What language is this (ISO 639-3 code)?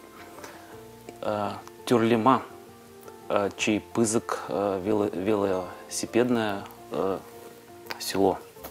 chv